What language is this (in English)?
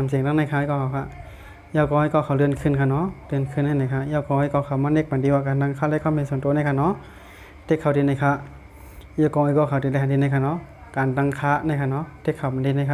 Shan